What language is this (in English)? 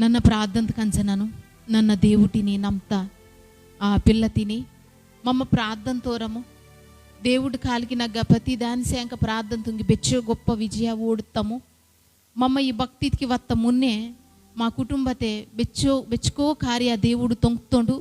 Koya